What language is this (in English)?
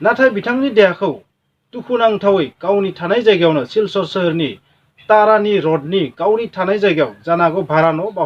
Bodo